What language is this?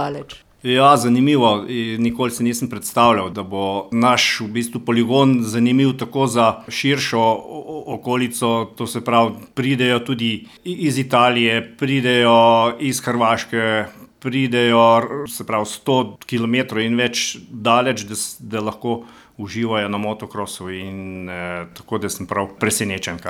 Slovenian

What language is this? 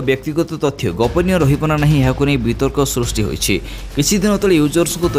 Odia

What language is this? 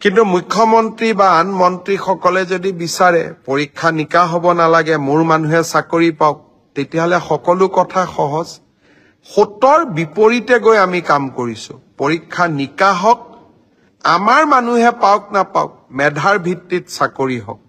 Assamese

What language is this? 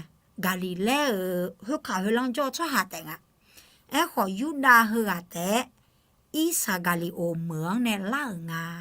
Akha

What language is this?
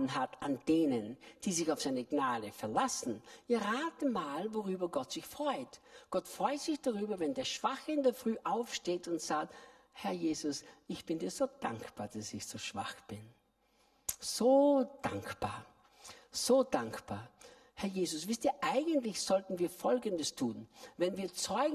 German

